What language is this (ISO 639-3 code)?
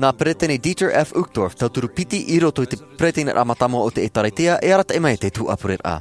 tah